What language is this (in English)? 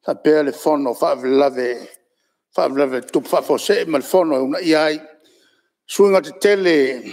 Samoan